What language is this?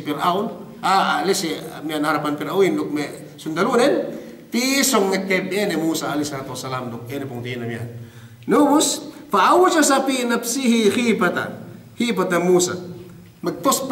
Yakan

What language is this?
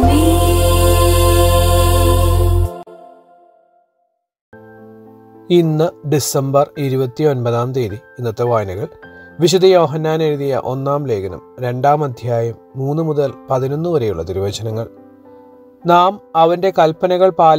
Malayalam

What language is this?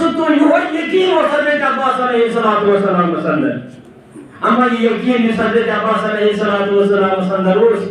Kashmiri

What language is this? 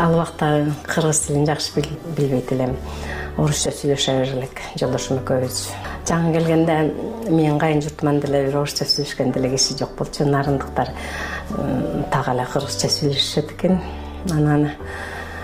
Kyrgyz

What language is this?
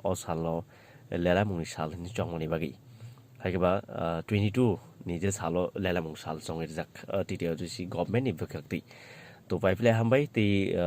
Kok Borok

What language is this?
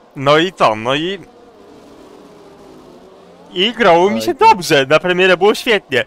Polish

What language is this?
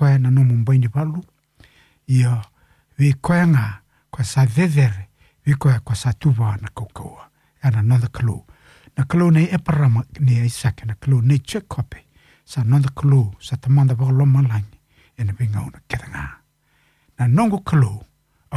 Fijian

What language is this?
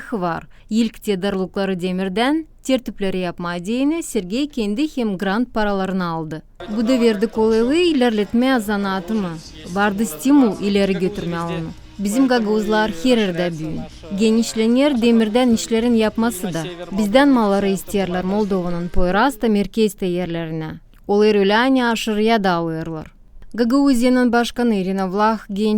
Gagauz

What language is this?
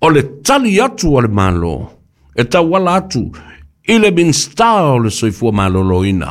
Samoan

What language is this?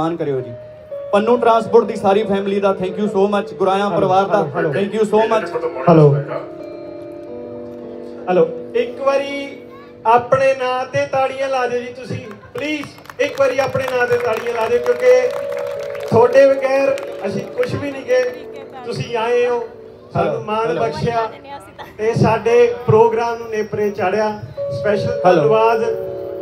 Punjabi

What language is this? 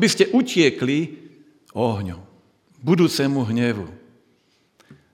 Slovak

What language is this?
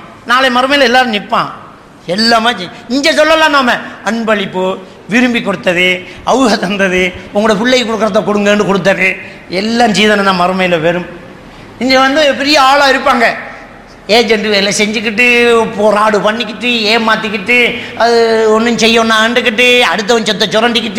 Tamil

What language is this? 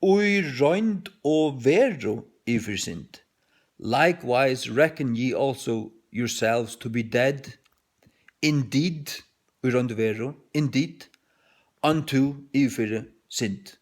Faroese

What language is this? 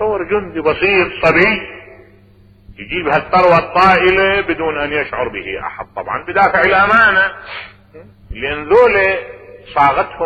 Arabic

